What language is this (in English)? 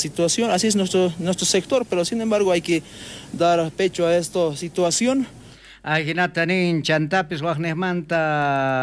South Bolivian Quechua